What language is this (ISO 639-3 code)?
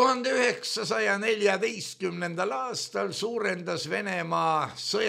est